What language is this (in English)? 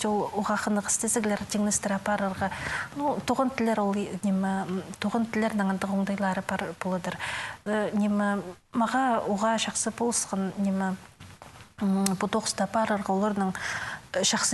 Khakas